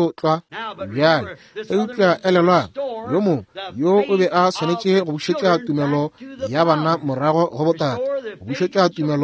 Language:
Northern Sotho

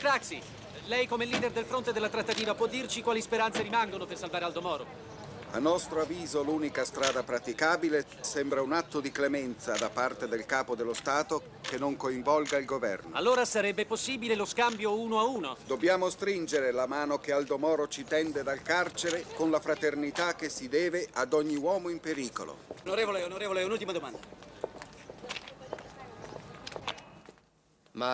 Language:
Italian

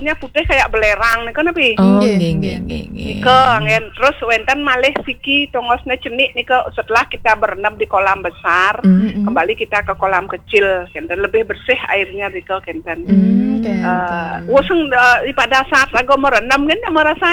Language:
Balinese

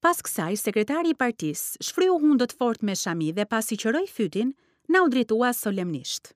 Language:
Albanian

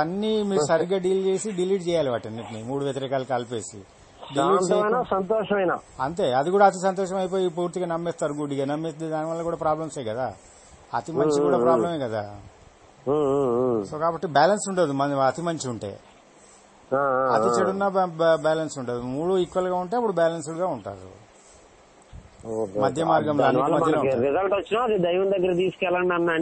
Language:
Telugu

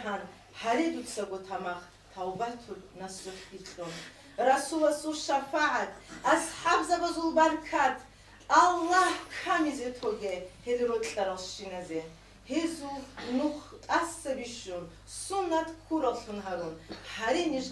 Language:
Avaric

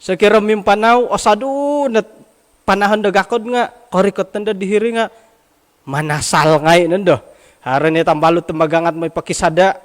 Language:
Central Dusun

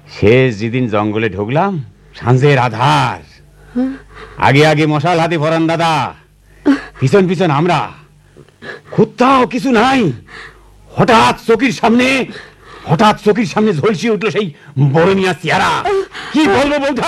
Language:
Bangla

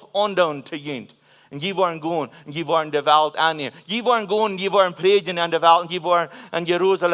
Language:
Plautdietsch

